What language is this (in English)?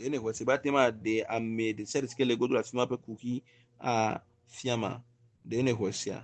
Ewe